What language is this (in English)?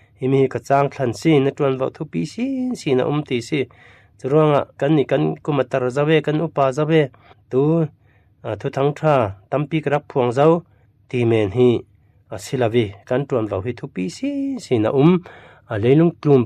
Falam Chin